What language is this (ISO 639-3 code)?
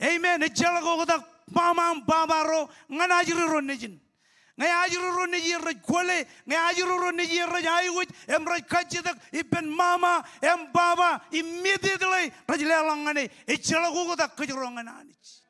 mah